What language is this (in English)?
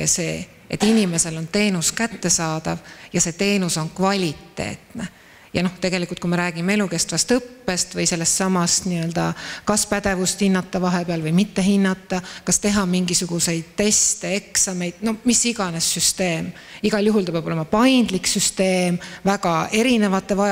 Estonian